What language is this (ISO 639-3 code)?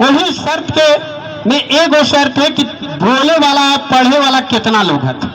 mag